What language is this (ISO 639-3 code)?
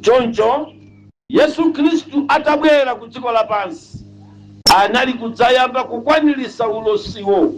nya